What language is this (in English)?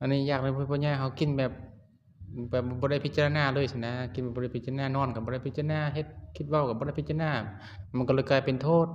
Lao